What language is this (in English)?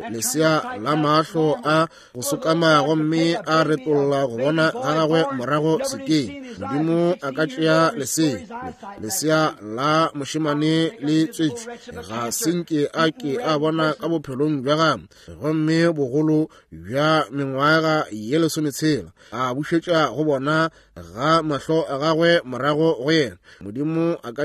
Northern Sotho